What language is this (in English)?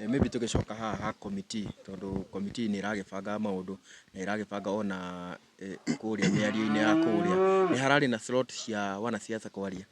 Kikuyu